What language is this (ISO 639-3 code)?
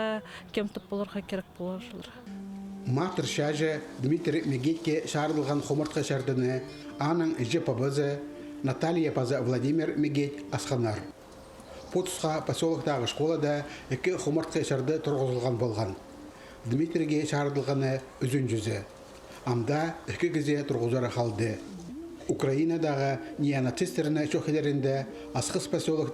kjh